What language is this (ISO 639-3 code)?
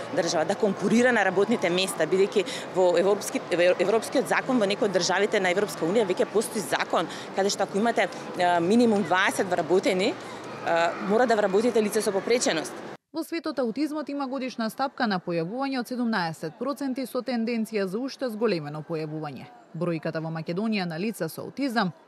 mkd